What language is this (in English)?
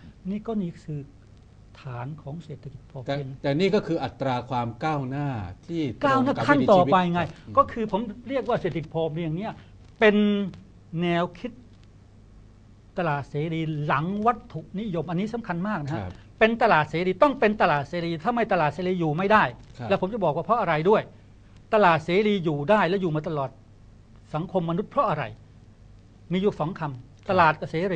Thai